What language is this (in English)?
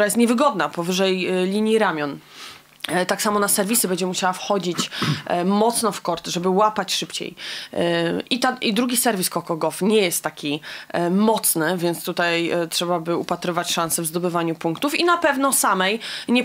Polish